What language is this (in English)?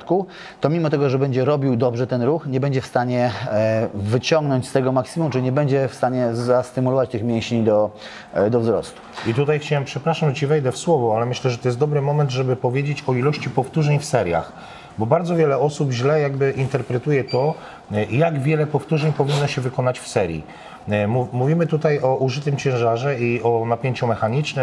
Polish